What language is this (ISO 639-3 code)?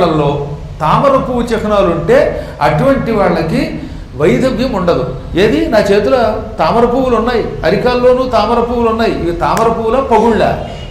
tel